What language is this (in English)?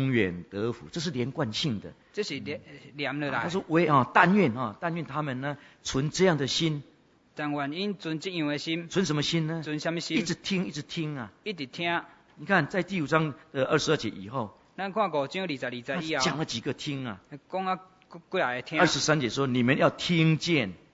Chinese